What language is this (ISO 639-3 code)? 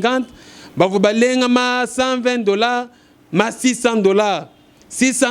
lua